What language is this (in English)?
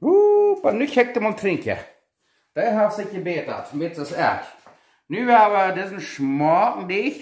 Plautdietsch